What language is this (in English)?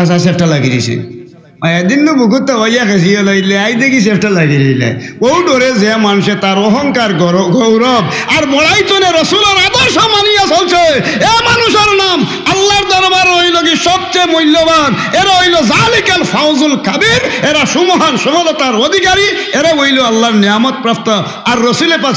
Sylheti